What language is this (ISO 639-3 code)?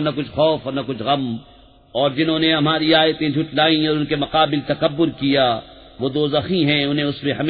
urd